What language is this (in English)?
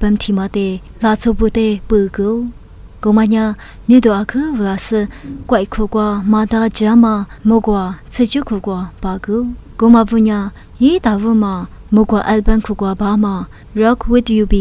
Lisu